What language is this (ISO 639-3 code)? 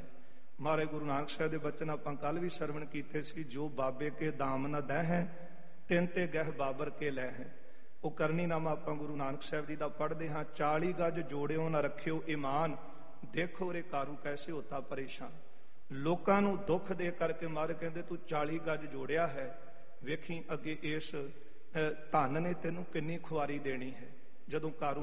pan